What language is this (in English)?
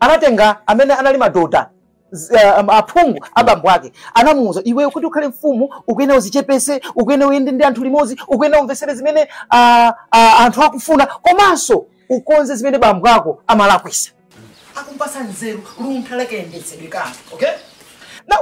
Nyanja